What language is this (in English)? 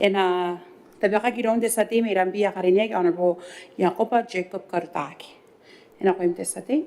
Gilbertese